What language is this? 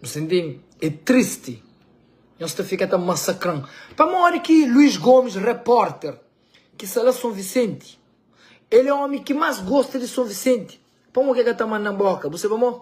Kabuverdianu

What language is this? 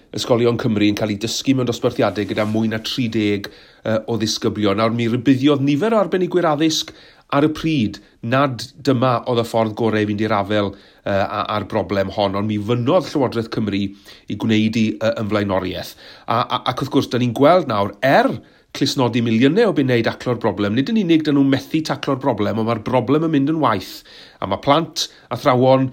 Welsh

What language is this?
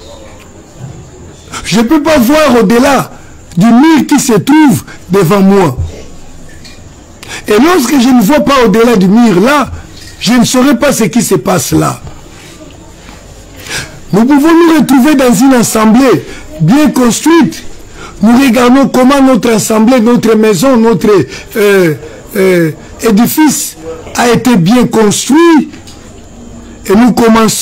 French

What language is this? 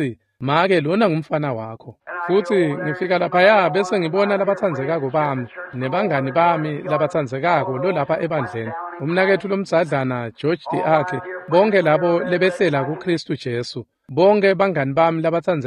Swati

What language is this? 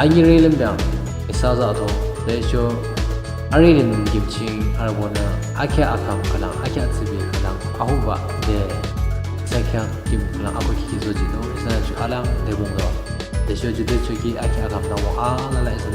Yimchungru Naga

